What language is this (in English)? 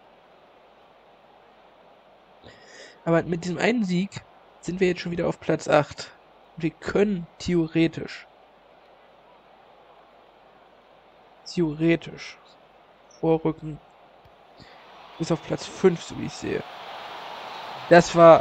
German